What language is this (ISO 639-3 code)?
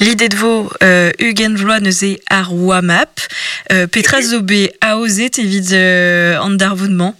bre